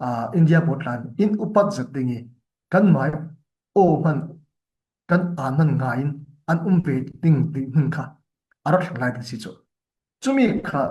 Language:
Falam Chin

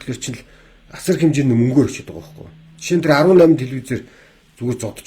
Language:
Mongolian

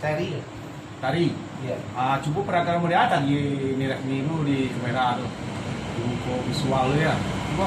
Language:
Minangkabau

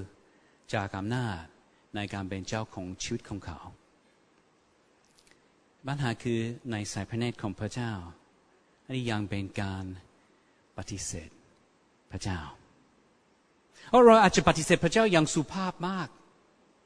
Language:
Thai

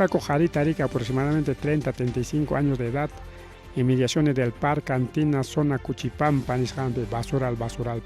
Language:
Ayacucho Quechua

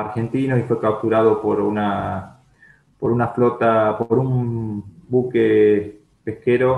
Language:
Spanish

